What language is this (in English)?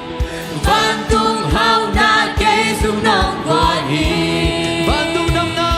Tedim Chin